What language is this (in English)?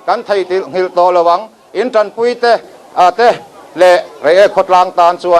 Mizo